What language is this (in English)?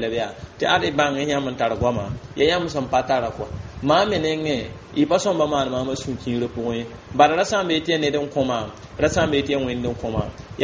Mossi